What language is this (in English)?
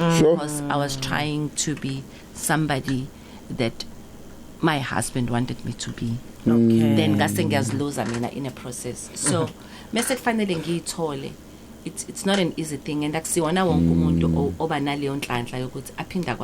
Zulu